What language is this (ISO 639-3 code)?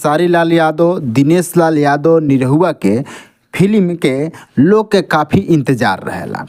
bho